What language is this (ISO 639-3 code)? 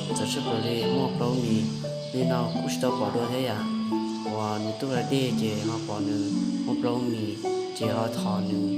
hmn